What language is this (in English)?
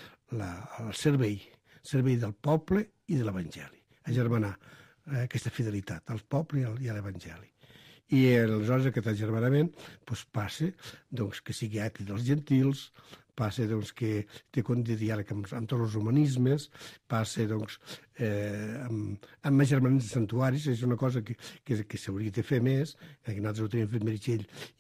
Catalan